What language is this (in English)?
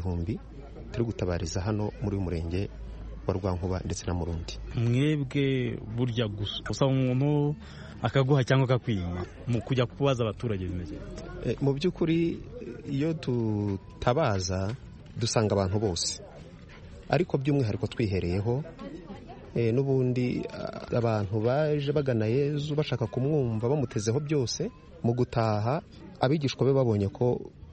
Kinyarwanda